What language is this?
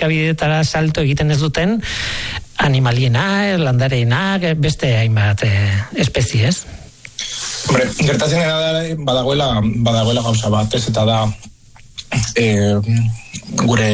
Basque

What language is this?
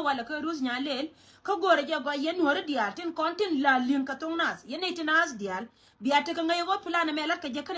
Nuer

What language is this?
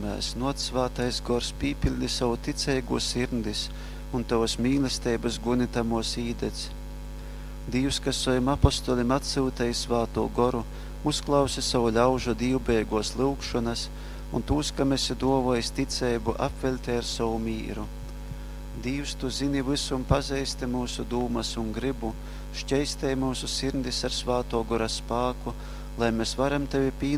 Latgalian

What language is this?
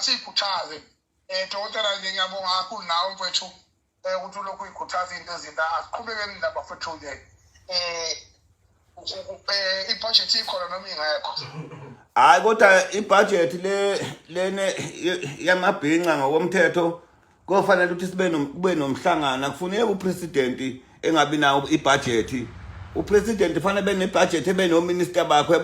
Zulu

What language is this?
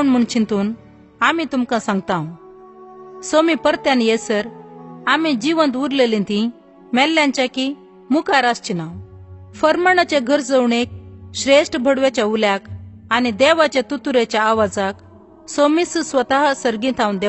Konkani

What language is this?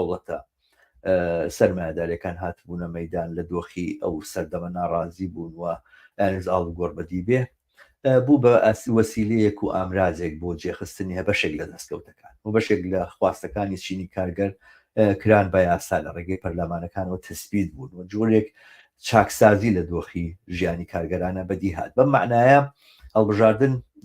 Central Kurdish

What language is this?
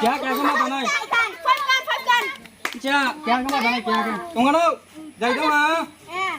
Riang (India)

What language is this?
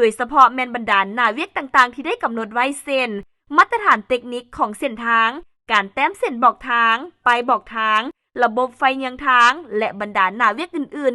Lao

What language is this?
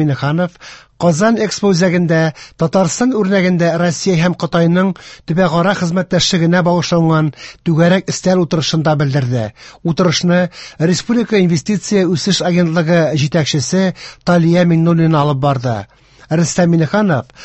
Tatar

